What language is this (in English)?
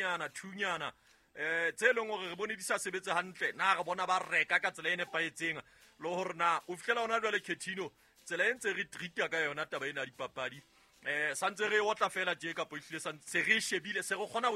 Southern Sotho